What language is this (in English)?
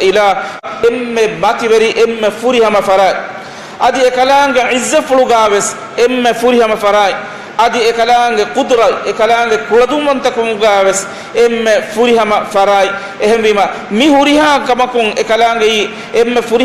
Divehi